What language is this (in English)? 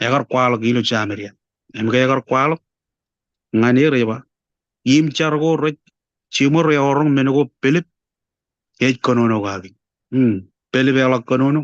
Marshallese